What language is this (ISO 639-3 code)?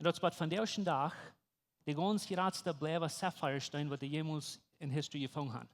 pdt